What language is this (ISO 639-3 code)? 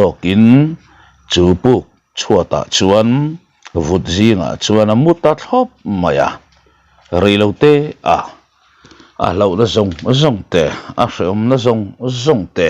lus